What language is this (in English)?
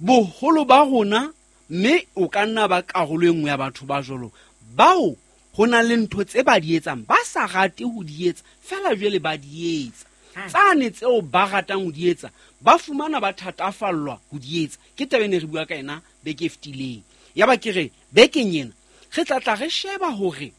Southern Sotho